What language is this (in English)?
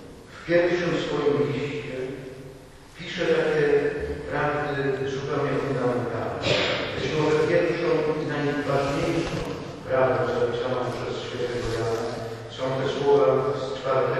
Polish